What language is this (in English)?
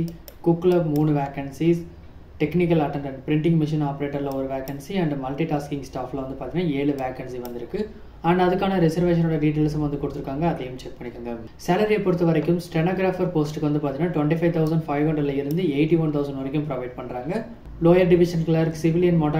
Tamil